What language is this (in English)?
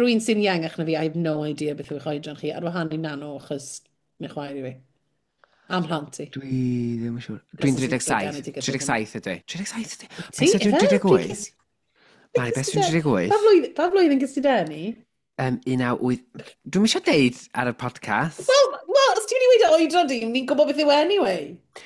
Welsh